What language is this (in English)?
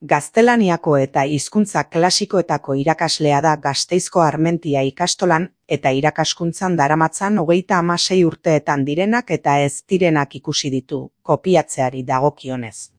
Basque